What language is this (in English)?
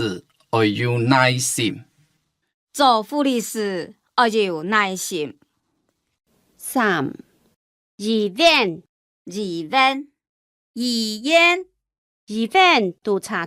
Hakka Chinese